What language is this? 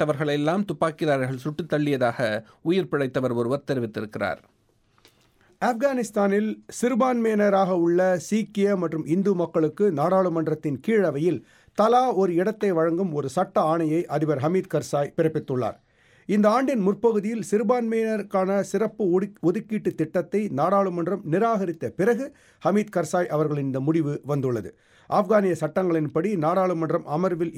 Tamil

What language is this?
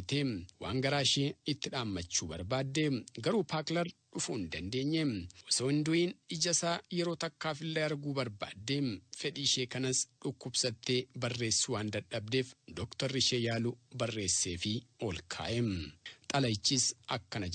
Oromo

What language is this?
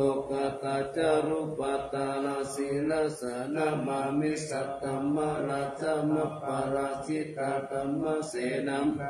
Pali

